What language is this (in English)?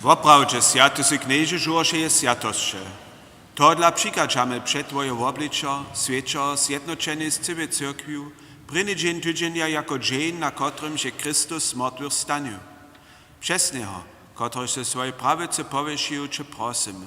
Upper Sorbian